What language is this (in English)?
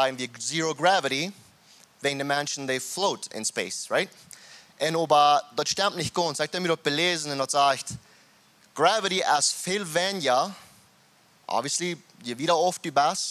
Plautdietsch